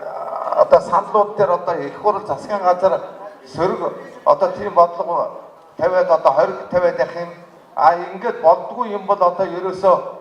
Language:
Mongolian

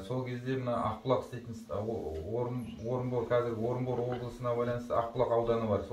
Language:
Kazakh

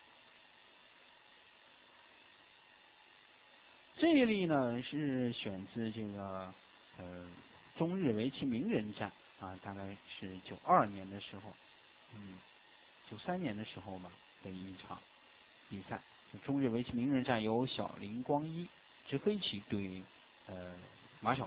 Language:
Chinese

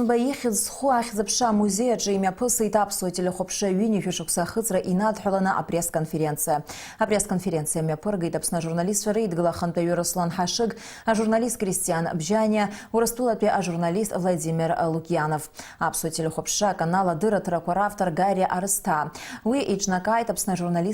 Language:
Abkhazian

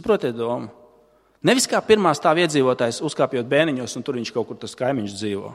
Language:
Latvian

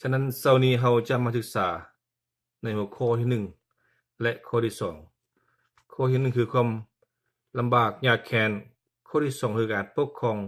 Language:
Lao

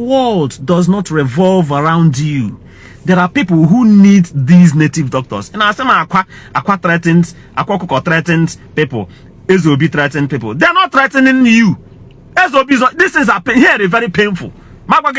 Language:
Igbo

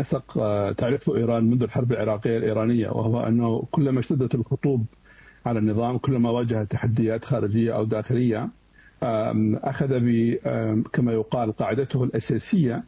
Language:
Arabic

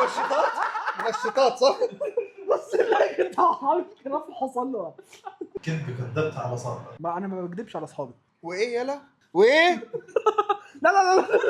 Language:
Egyptian Arabic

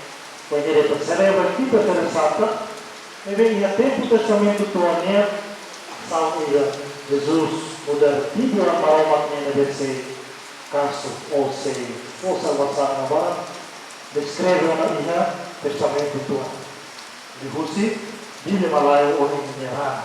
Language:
Tetum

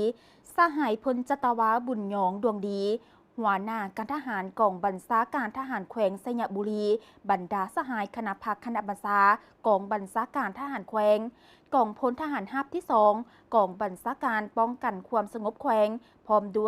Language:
Lao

